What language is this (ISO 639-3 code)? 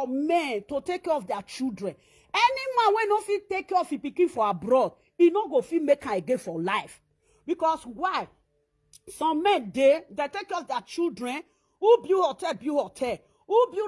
pcm